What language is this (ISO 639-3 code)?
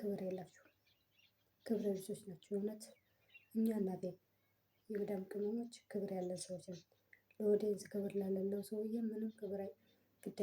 amh